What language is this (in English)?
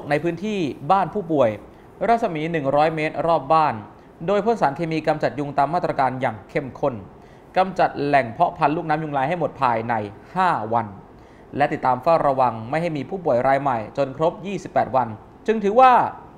Thai